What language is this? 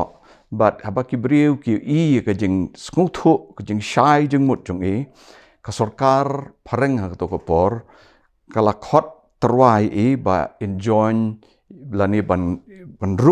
Khasi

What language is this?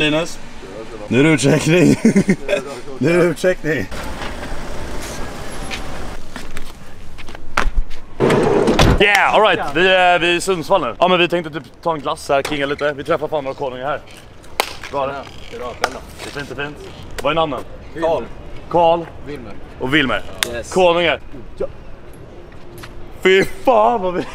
Swedish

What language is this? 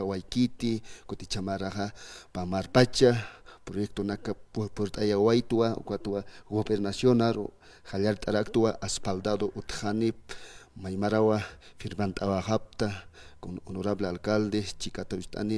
Aymara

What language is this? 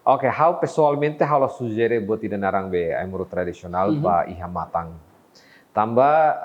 Tetum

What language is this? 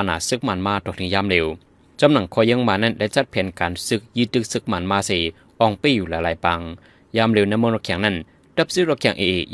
Shan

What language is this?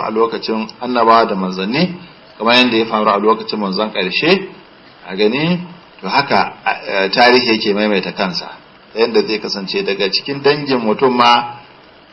Hausa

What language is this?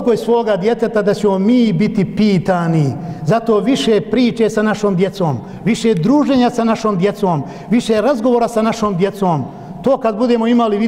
Bosnian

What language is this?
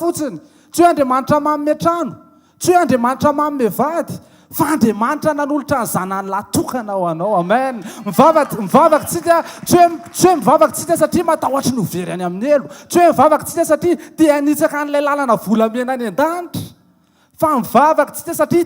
Malagasy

